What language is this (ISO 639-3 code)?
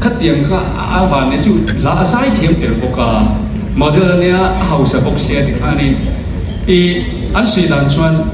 lus